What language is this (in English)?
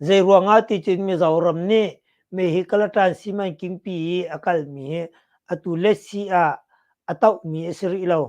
Hakha Chin